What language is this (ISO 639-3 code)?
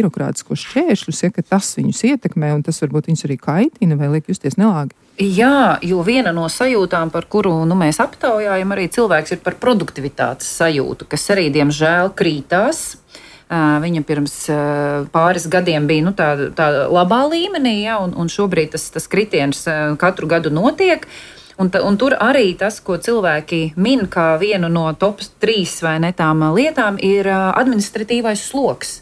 lav